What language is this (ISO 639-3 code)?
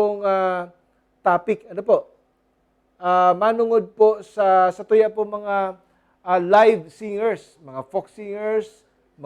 bik